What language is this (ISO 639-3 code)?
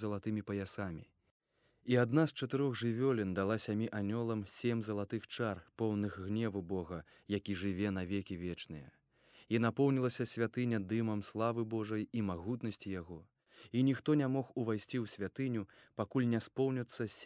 bel